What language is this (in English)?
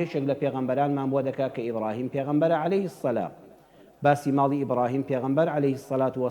Central Kurdish